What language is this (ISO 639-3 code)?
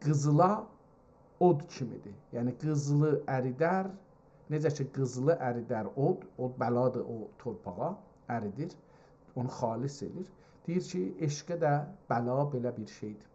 azb